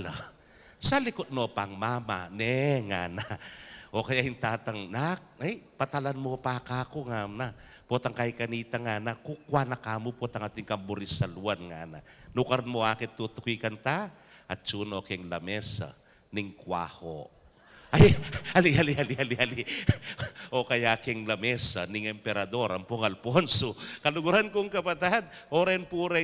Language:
Pampanga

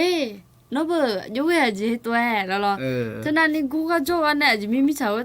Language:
Akha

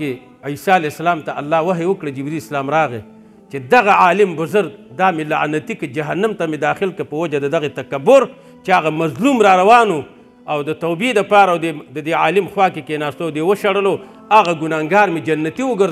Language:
Pashto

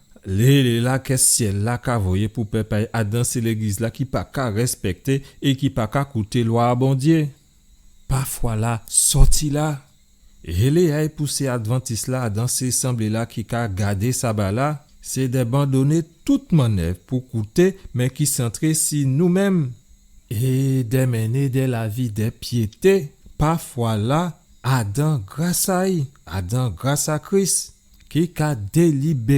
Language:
Guadeloupean Creole French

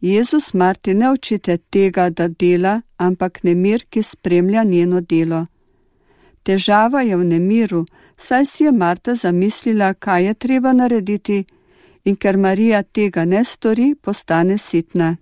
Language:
Slovenian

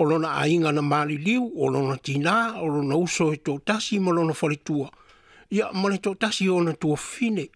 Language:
Samoan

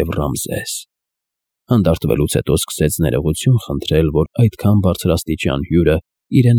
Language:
Armenian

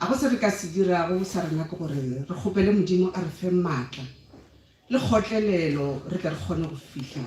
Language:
Northern Sotho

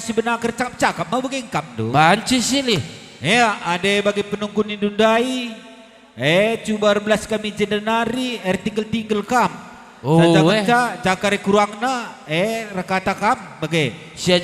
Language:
Batak Karo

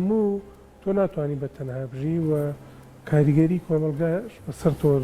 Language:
Central Kurdish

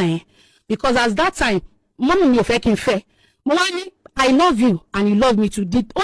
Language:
Yoruba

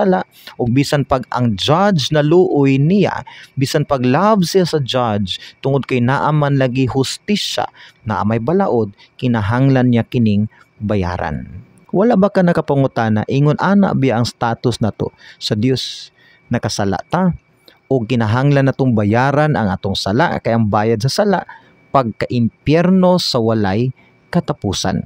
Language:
Cebuano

